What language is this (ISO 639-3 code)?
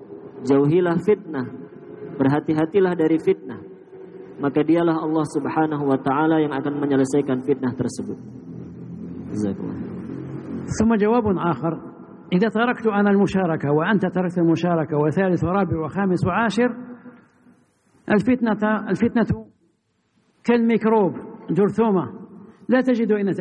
ind